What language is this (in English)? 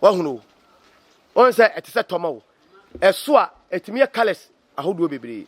Akan